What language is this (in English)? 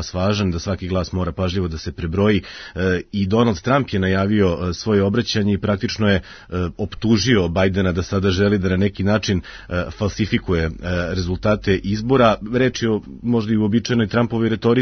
Serbian